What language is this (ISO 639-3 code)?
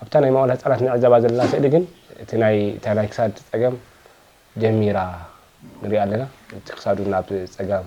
tir